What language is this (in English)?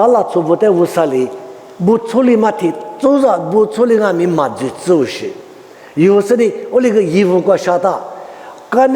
Lisu